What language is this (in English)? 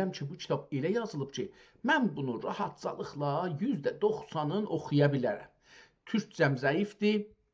South Azerbaijani